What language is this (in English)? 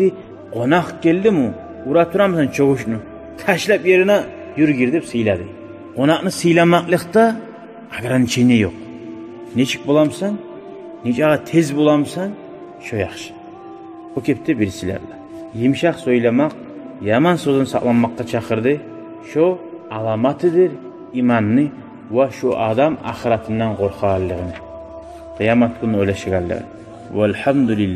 Kumyk